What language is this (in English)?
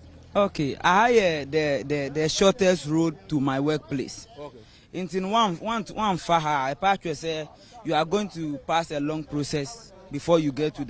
Akan